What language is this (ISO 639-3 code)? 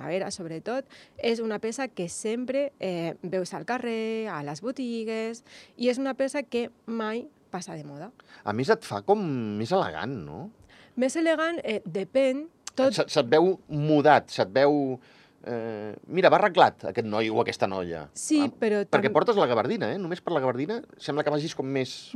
cat